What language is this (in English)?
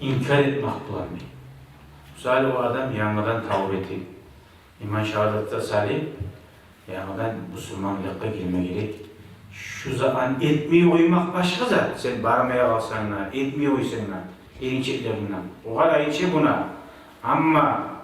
Kumyk